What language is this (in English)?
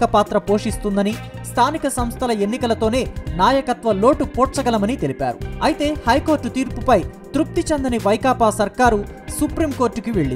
Telugu